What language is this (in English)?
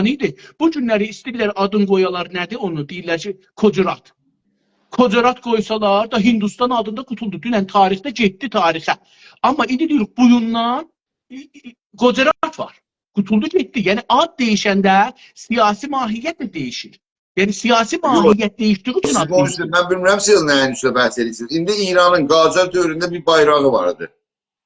South Azerbaijani